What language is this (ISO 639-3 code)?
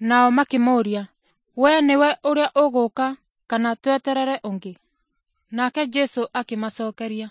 kik